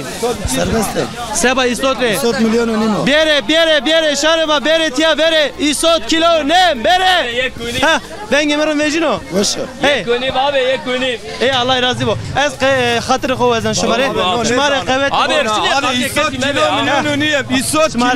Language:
Zaza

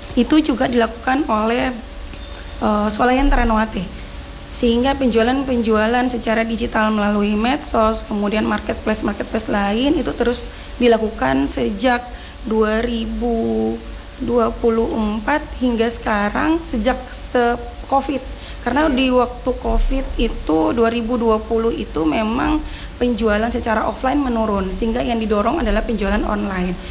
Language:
Indonesian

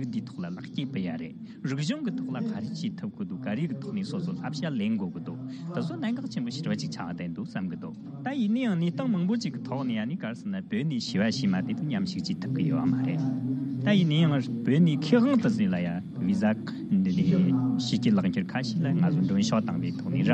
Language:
Tibetan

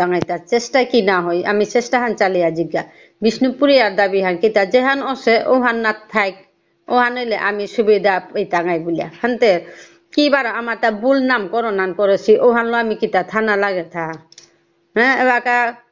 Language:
Bishnupriya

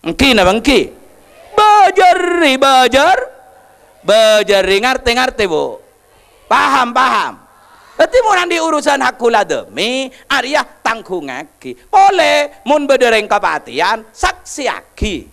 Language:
Madurese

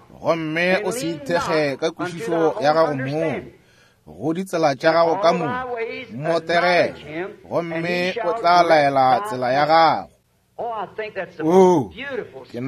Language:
Northern Sotho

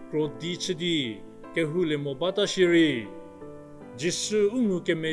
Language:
Angami Naga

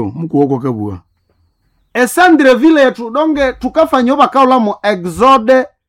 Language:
Nande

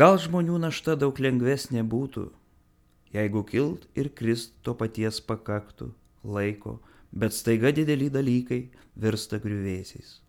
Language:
Lithuanian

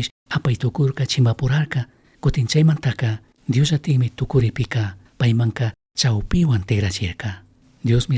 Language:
Chimborazo Highland Quichua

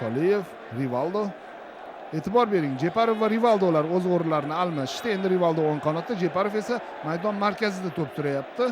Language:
Uzbek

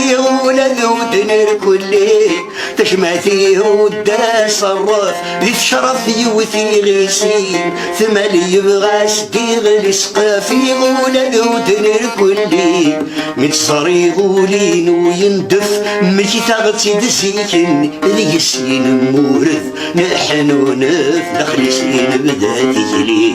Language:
Kabyle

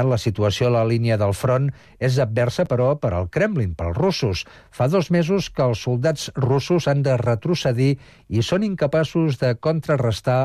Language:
Catalan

